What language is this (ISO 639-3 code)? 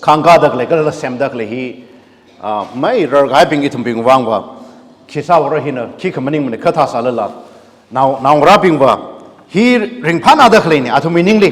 nmf